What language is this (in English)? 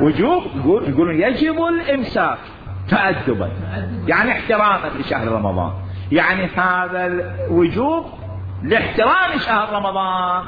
Mesopotamian Arabic